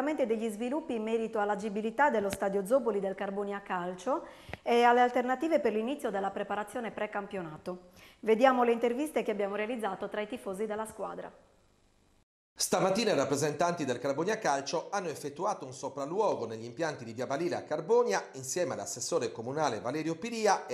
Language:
Italian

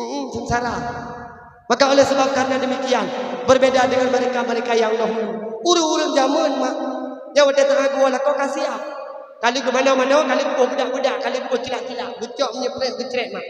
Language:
Achinese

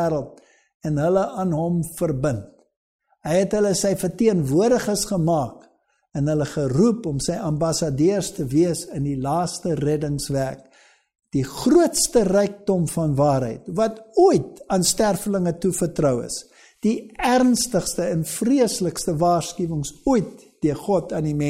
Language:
Afrikaans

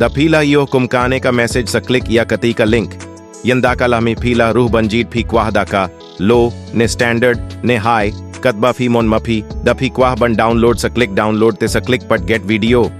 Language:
Khasi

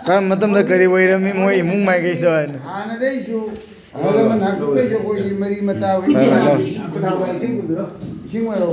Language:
Manipuri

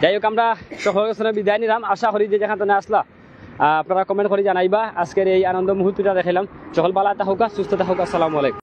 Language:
Sylheti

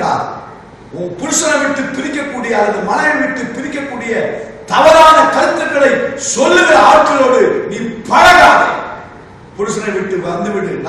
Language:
Tamil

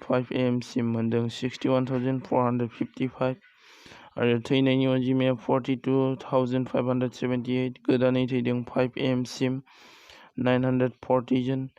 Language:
Bodo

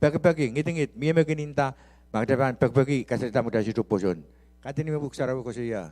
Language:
Pohnpeian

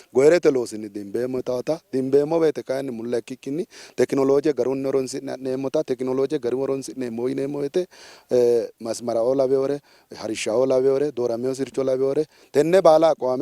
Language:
Sidamo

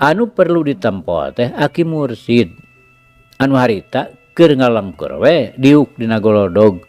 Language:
Sundanese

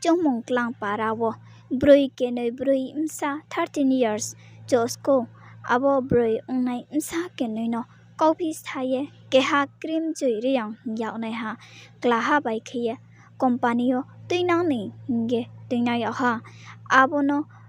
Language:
Riang (India)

